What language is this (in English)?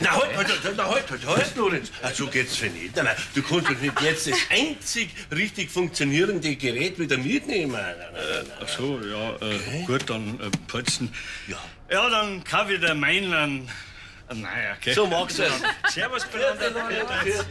Bavarian